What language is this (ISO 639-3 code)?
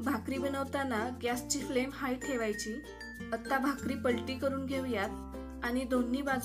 mar